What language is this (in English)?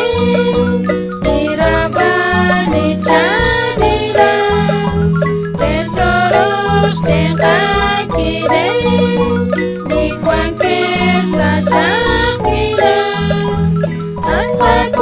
Kekchí